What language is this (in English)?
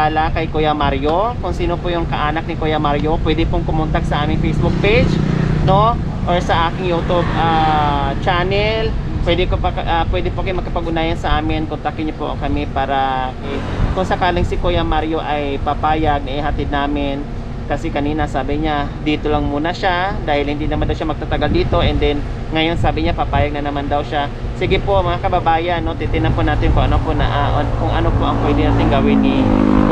Filipino